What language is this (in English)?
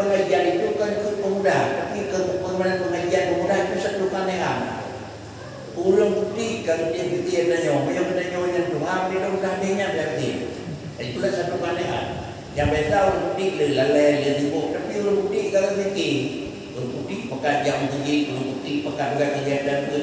Achinese